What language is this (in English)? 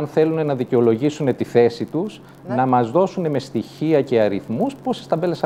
Greek